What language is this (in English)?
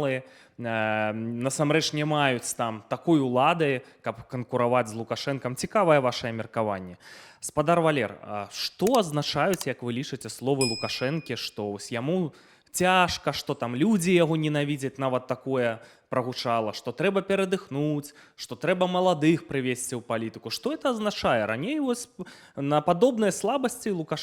Belarusian